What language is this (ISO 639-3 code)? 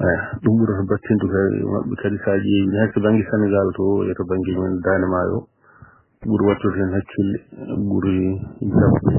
ful